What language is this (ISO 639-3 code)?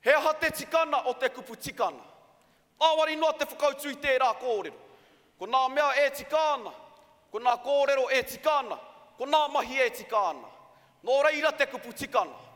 mri